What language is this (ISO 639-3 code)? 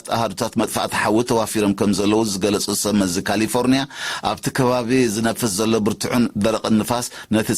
tir